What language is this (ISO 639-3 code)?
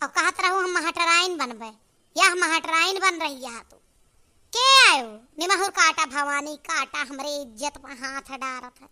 awa